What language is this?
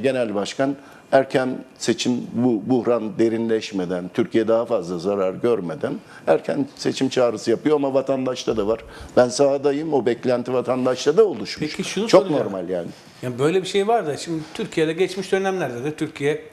Turkish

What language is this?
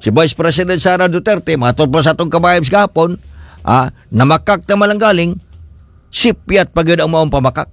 Cebuano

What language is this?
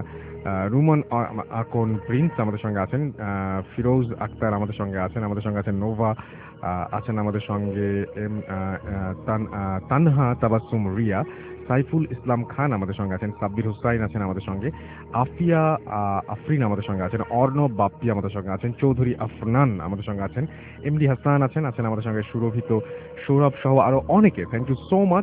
Bangla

